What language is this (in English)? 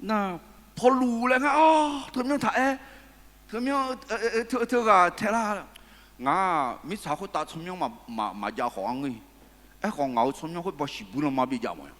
Akha